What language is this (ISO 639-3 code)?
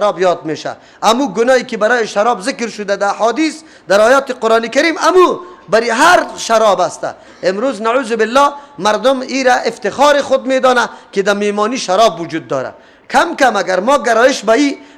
fas